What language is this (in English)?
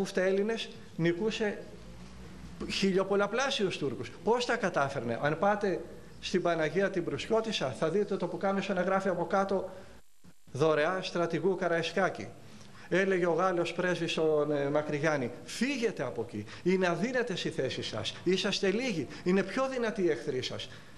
Greek